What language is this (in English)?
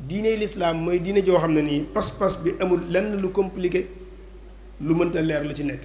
Wolof